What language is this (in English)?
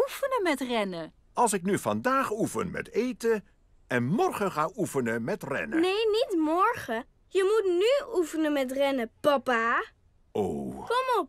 Dutch